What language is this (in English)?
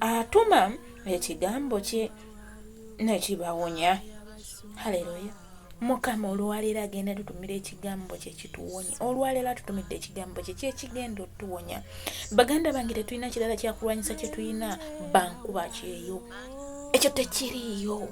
Ganda